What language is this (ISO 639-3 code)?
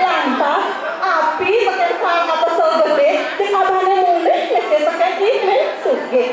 ban